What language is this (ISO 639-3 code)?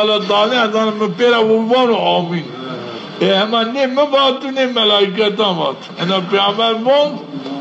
zza